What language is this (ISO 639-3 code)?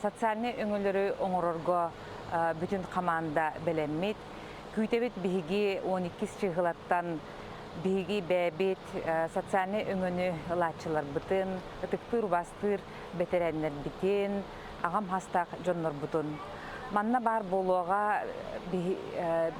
sah